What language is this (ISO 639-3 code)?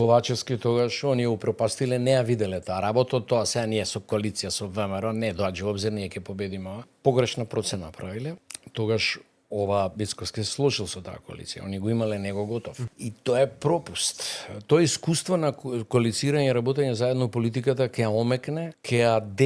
mkd